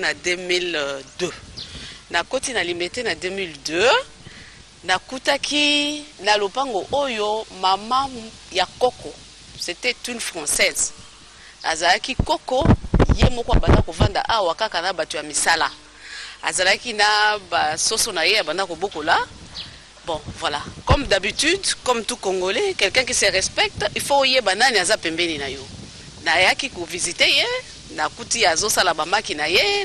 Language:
Lingala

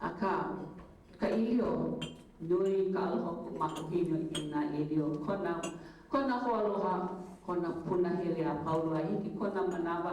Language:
Hawaiian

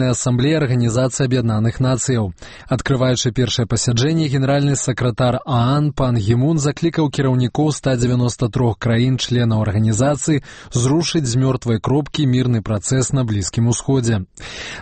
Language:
Belarusian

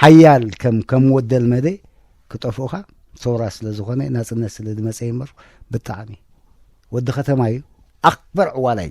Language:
Tigrinya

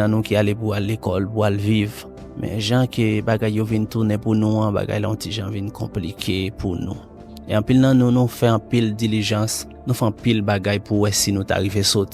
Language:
Haitian Creole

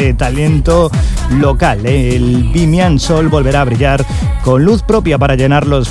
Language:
Spanish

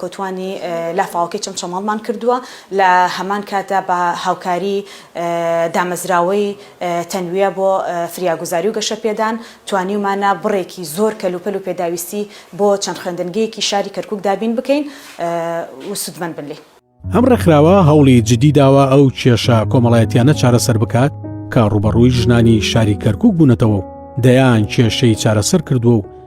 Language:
Central Kurdish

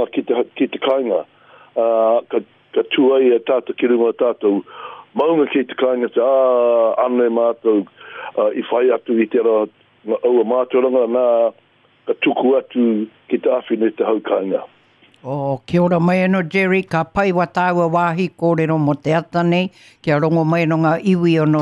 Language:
Māori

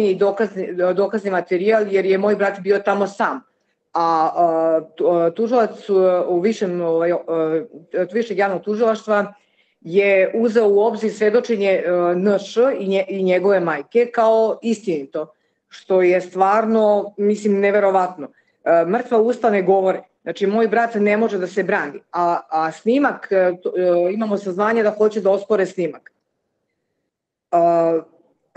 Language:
Serbian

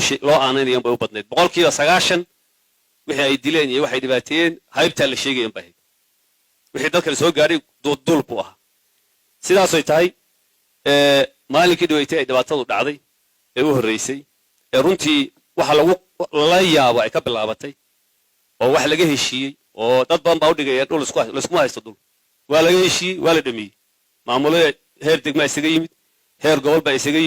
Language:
Somali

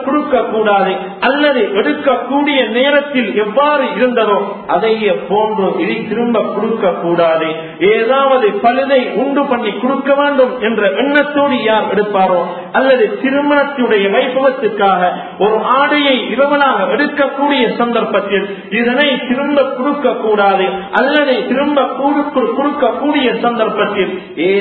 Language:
Tamil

